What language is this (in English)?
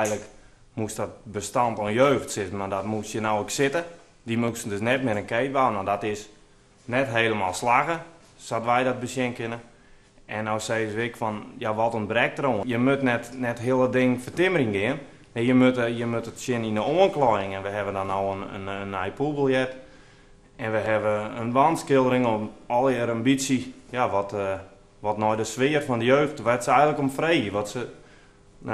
Western Frisian